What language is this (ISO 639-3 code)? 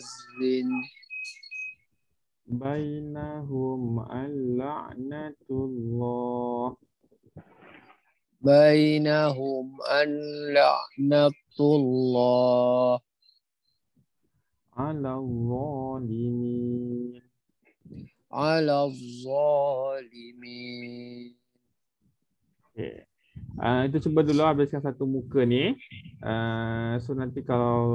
msa